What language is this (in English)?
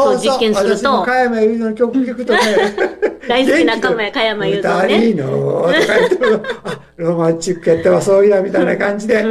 Japanese